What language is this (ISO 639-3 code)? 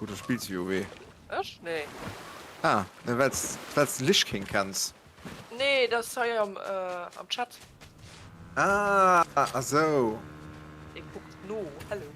ltz